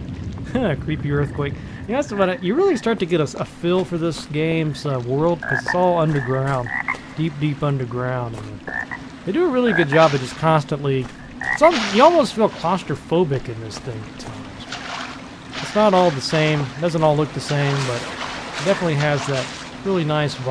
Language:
English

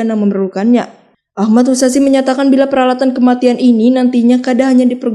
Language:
Banjar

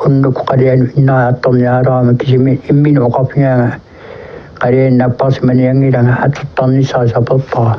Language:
Kalaallisut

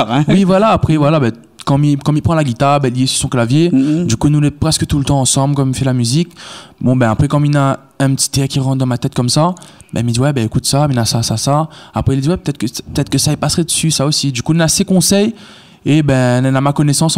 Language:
Réunion Creole French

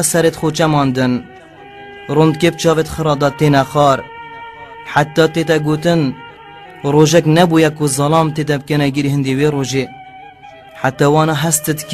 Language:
Kurdish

